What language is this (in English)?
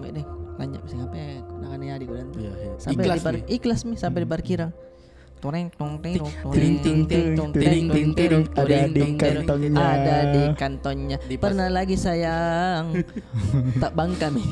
Makassar Malay